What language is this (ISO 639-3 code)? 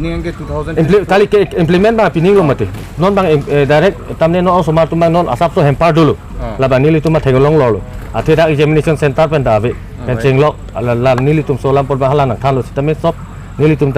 mjw